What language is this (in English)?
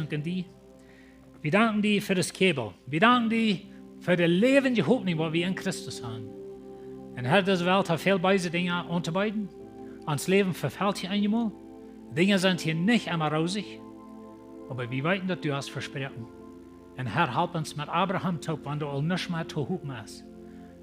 Plautdietsch